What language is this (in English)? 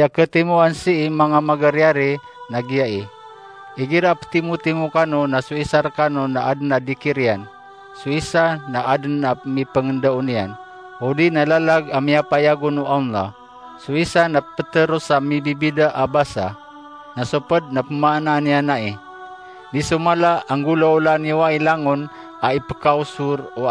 Maranao